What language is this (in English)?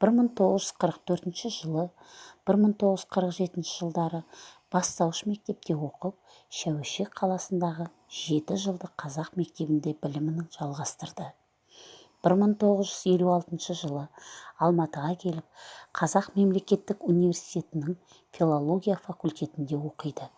Kazakh